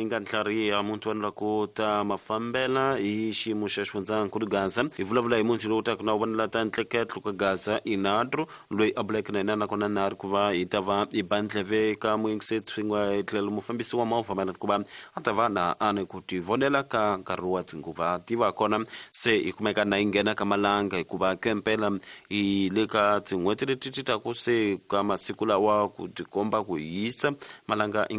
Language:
Tsonga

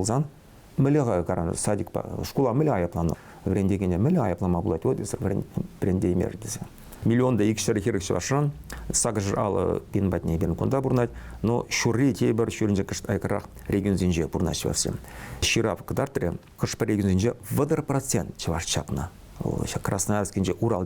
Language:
Chuvash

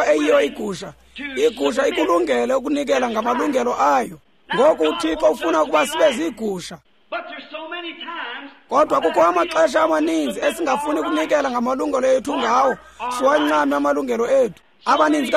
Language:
Xhosa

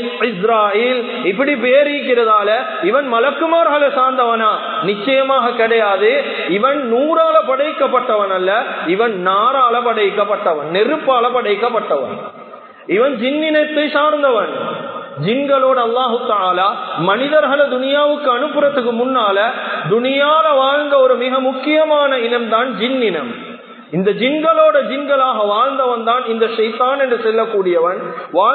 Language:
Tamil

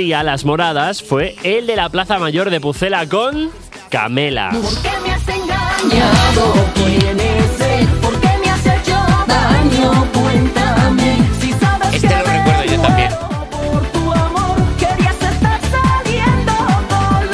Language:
Spanish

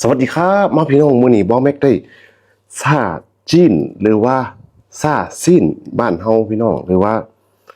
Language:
Lao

